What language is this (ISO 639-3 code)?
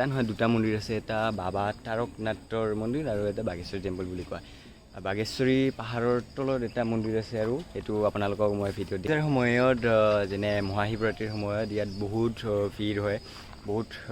asm